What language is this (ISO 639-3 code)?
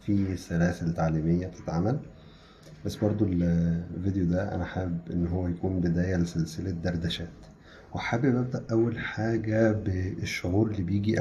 arz